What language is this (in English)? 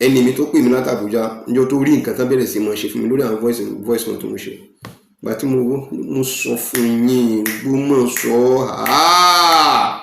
Yoruba